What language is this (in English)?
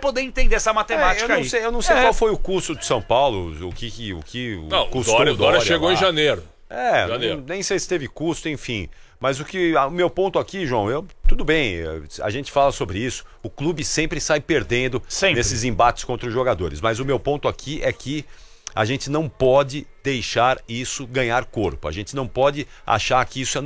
Portuguese